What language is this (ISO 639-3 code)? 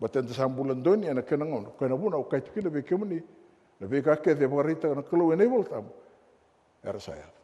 fij